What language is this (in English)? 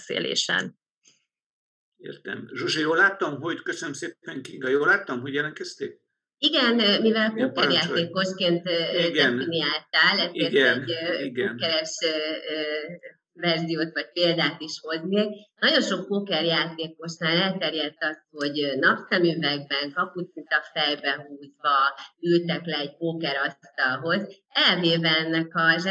Hungarian